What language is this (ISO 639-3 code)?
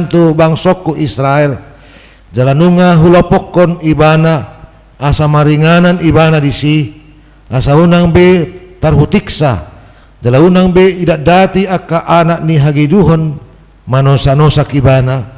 bbc